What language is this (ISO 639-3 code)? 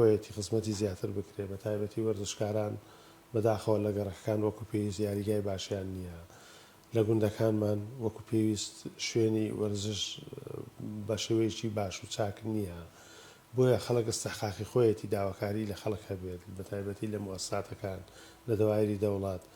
ckb